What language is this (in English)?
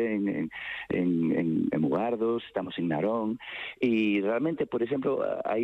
Galician